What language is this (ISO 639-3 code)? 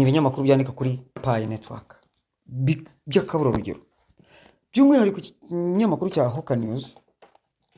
kin